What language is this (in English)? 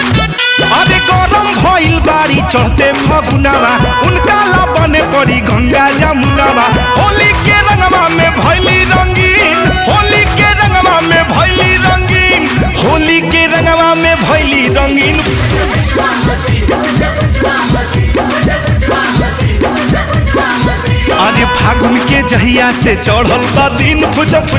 Bhojpuri